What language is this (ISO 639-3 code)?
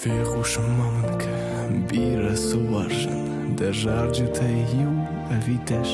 oss